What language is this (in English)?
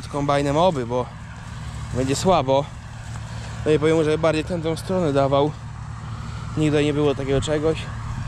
Polish